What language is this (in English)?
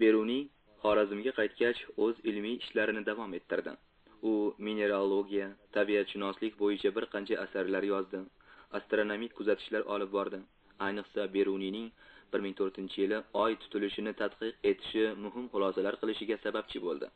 Uzbek